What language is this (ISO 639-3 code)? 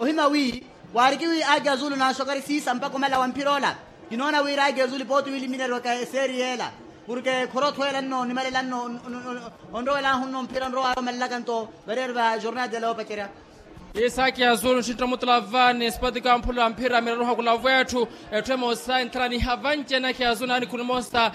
vmw